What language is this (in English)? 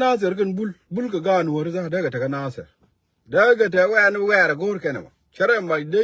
Nuer